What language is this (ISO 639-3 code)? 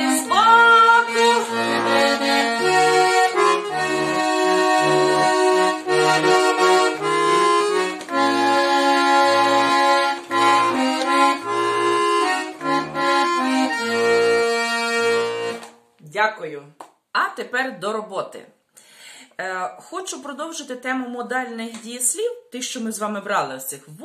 ukr